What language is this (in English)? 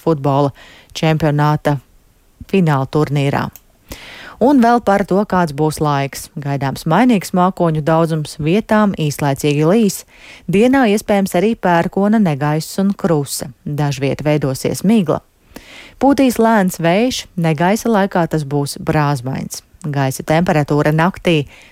Latvian